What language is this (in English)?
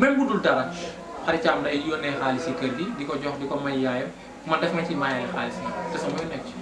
Wolof